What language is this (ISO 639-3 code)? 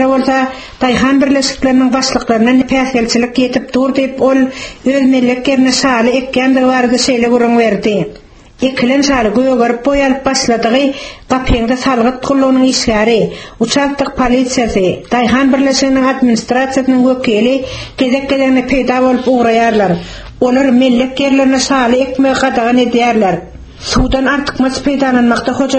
tuk